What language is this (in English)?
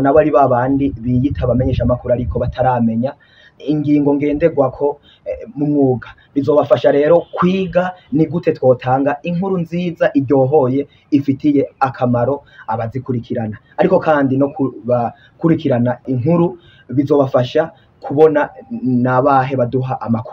Rundi